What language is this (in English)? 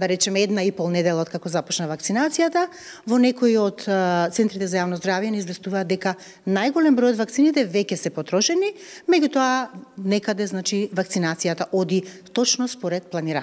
Macedonian